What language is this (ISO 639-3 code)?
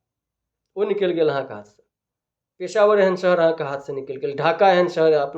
mai